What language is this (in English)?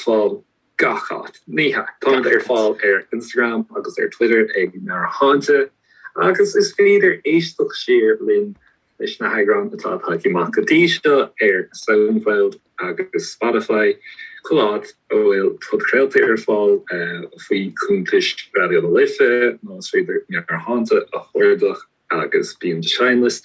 Irish